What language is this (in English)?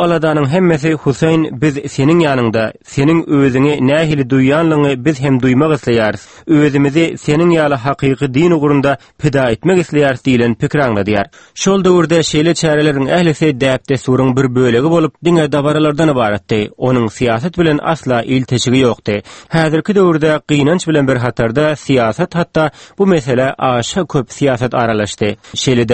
Turkmen